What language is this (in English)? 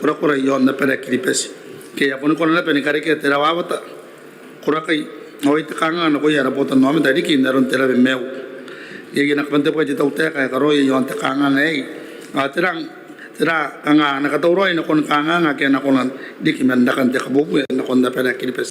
Gilbertese